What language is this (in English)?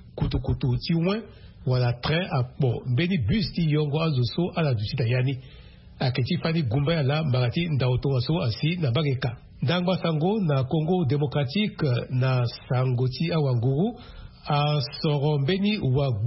Sango